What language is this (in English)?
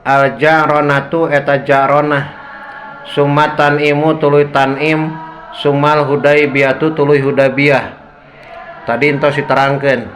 Sundanese